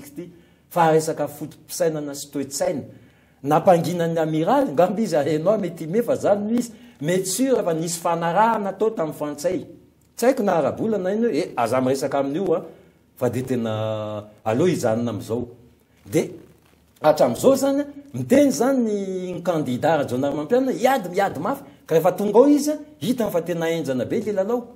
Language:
Malagasy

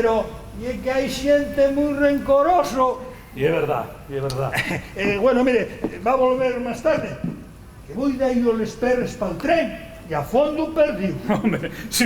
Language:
Asturian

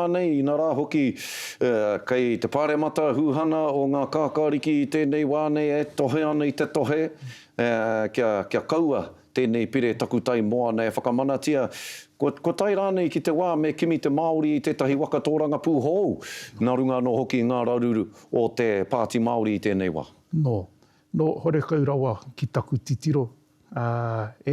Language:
Māori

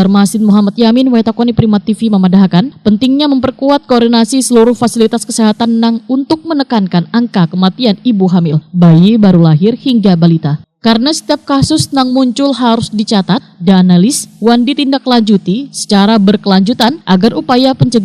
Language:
Banjar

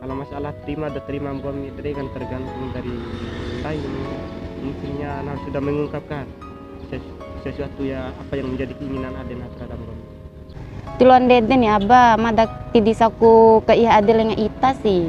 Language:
Bima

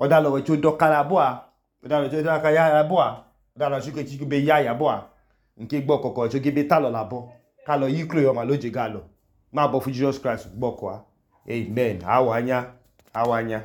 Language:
Idoma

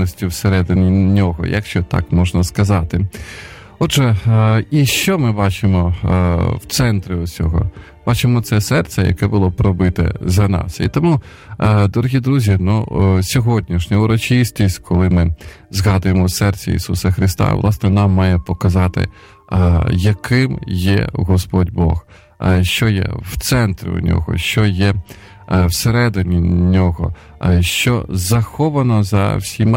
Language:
Ukrainian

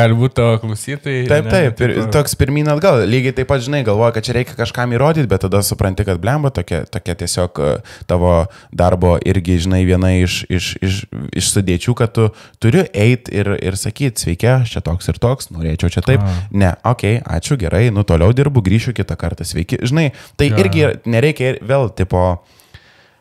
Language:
Lithuanian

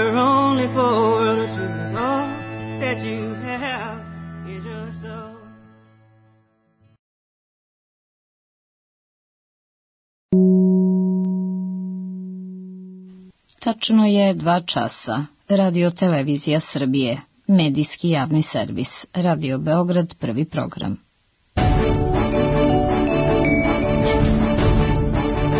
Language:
Serbian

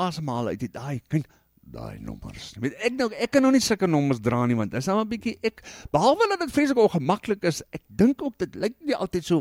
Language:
Afrikaans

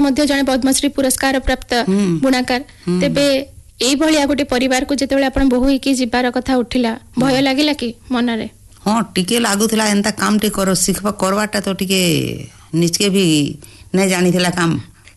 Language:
Odia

